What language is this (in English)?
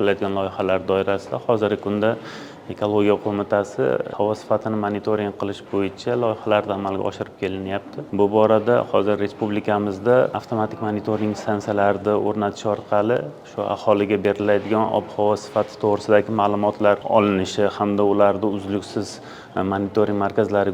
Uzbek